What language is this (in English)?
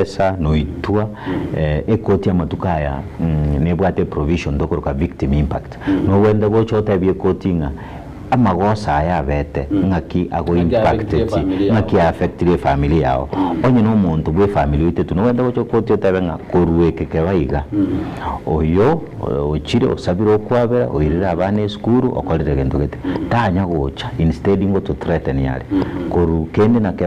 Gusii